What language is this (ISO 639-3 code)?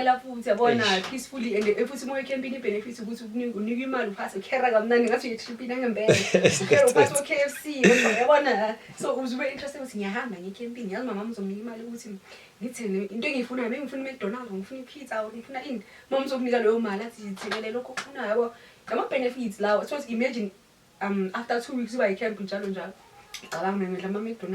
zul